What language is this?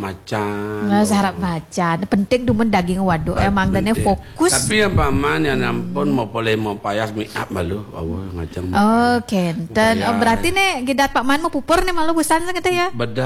Balinese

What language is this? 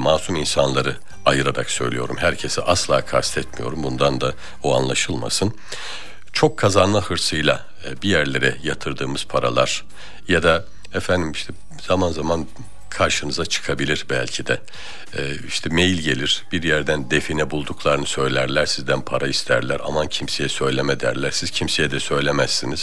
Turkish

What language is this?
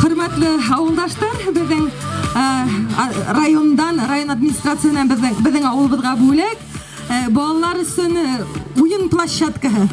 Bashkir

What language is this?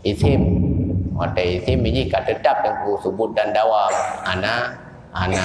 Achinese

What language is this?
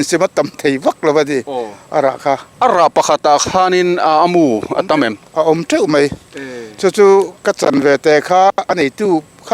Mizo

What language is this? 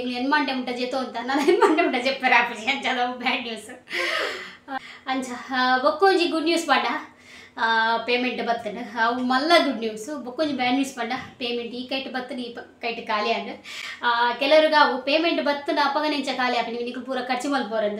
Tulu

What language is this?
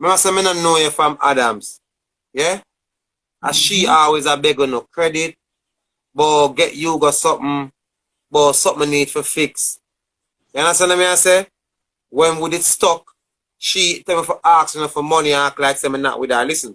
Jamaican Creole English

